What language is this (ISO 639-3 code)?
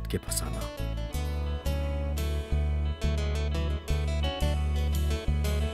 bho